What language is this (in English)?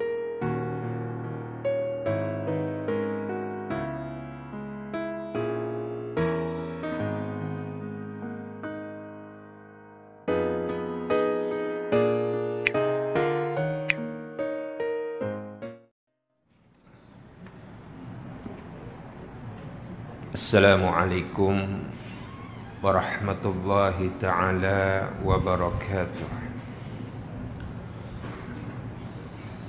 Malay